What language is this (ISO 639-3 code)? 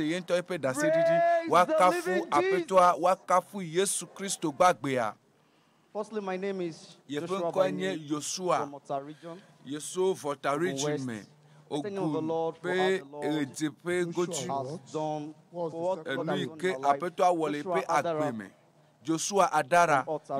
ewe